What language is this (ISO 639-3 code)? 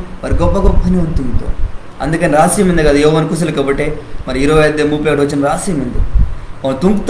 kff